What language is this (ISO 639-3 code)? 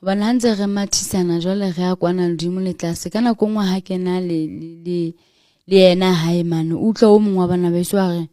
sot